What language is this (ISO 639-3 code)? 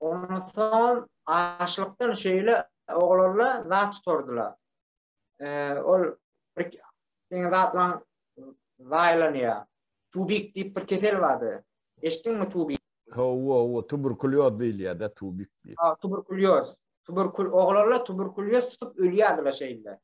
tuk